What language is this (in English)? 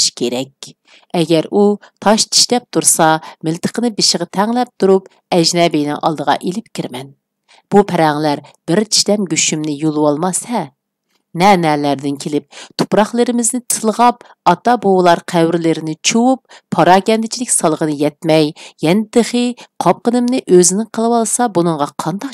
Uyghur